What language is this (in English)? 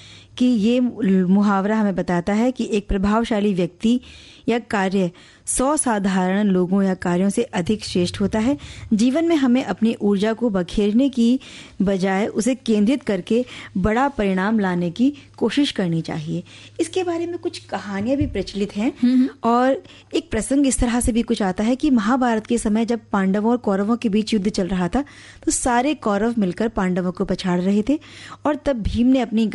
Hindi